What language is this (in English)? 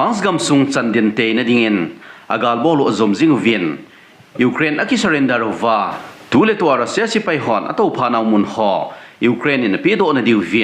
Thado Chin